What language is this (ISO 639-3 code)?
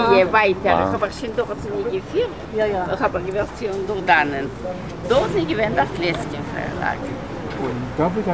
yid